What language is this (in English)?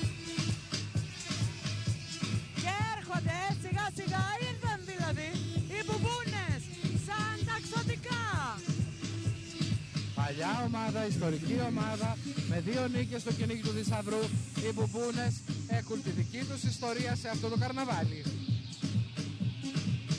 Greek